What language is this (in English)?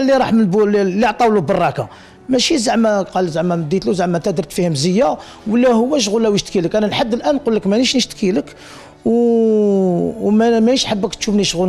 Algerian Arabic